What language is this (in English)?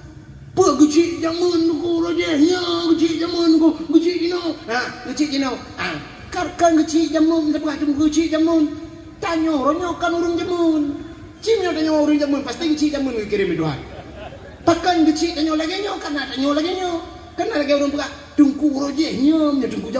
Achinese